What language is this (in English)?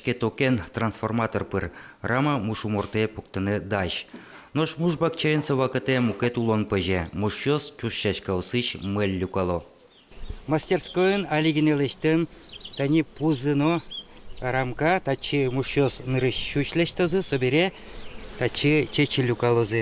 Udmurt